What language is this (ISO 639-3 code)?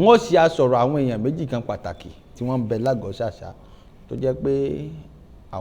yor